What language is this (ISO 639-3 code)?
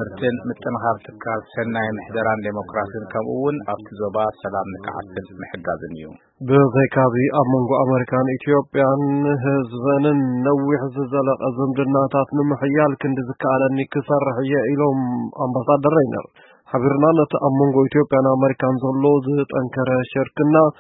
tir